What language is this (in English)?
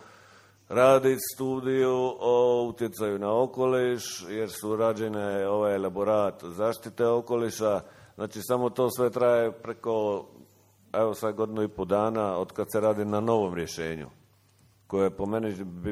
Croatian